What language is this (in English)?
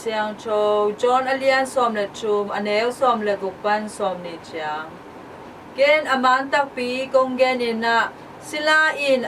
Tedim Chin